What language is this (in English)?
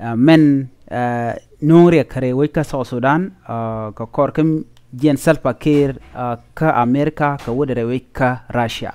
Nuer